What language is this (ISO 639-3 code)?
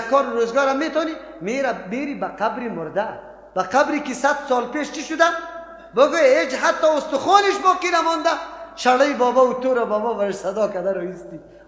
fas